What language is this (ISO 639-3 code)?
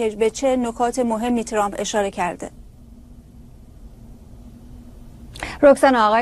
fas